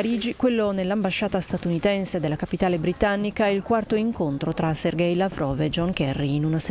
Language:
Italian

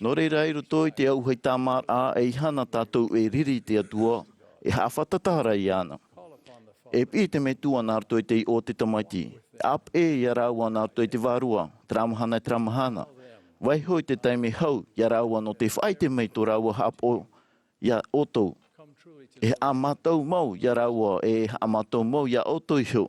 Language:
Tahitian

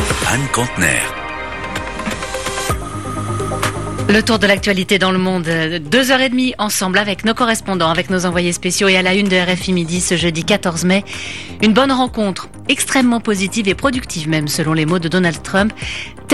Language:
French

